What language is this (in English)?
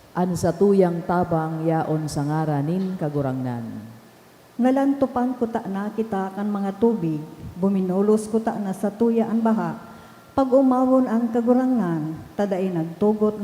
Bikol